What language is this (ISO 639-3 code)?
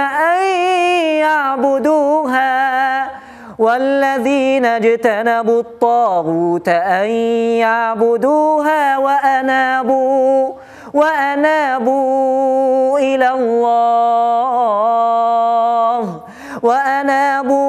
ara